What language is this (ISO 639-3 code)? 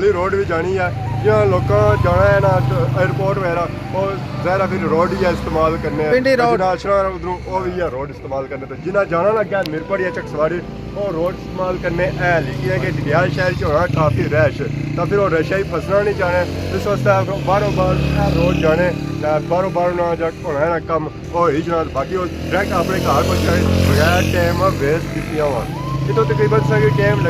phr